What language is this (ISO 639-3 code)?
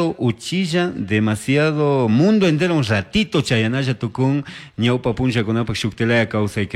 qug